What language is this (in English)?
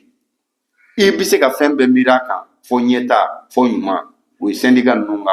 Bambara